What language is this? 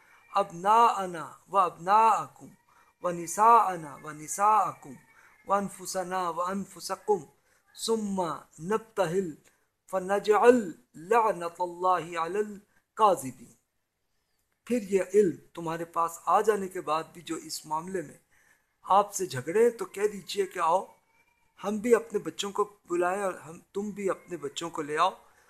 Urdu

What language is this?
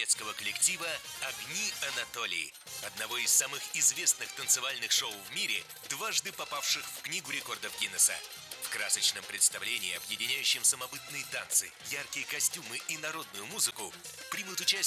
Russian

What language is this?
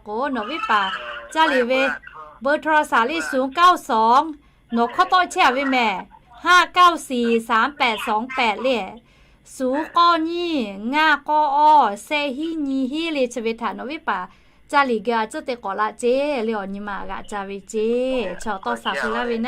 Lahu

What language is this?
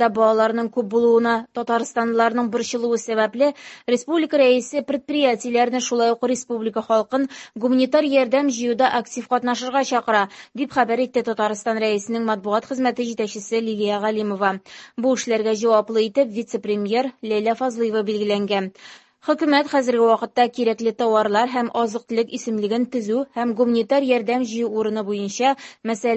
Tatar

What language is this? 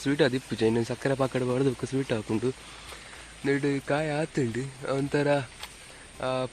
Tulu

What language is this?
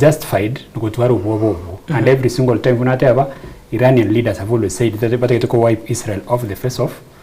Gusii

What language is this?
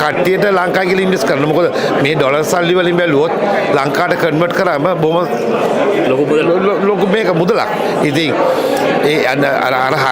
Sinhala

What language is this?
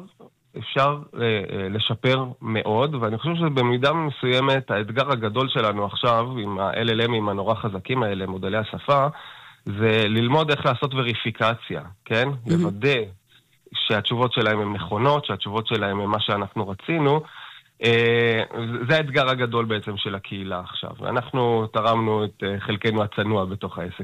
Hebrew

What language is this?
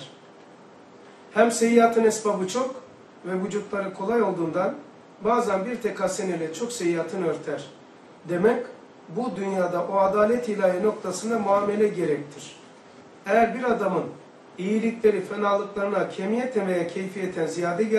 Turkish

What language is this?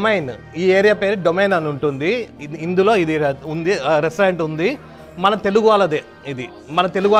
Telugu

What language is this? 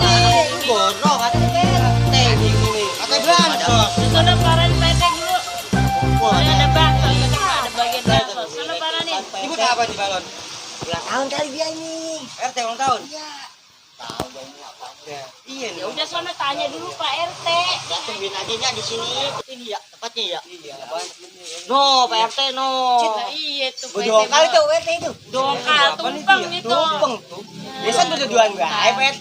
Betawi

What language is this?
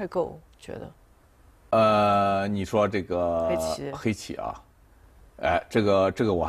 Chinese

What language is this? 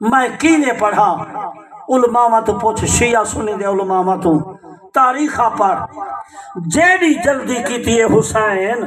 Saraiki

